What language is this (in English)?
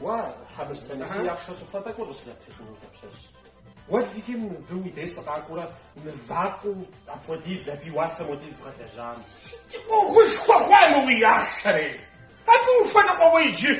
Kabardian